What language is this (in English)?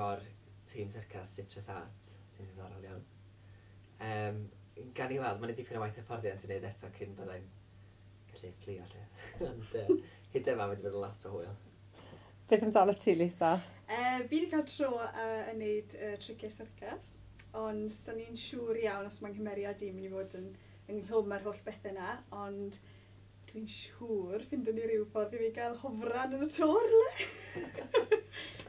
Welsh